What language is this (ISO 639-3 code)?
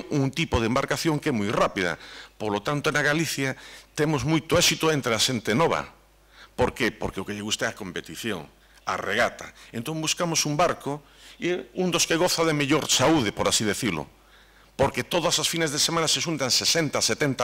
glg